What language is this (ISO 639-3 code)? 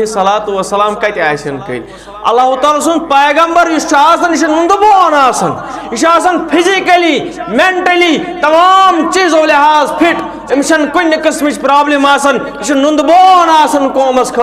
kas